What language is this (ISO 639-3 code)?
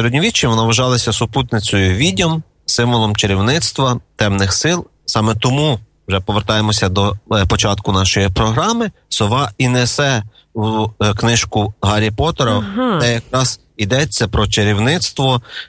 ukr